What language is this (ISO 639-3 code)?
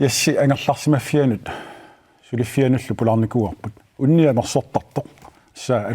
kal